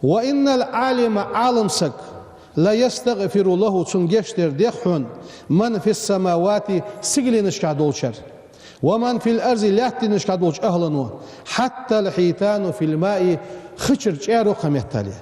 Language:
Ingush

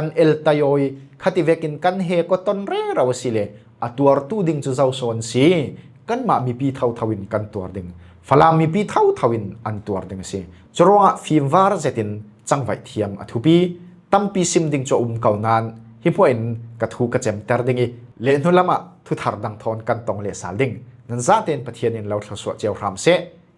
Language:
Falam Chin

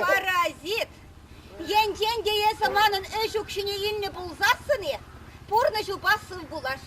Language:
Chuvash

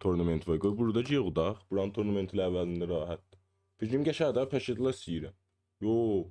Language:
South Azerbaijani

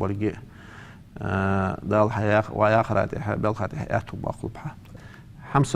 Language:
Ingush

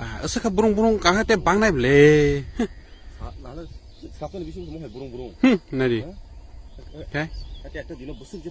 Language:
Kok Borok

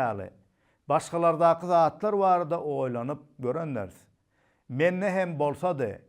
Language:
Turkmen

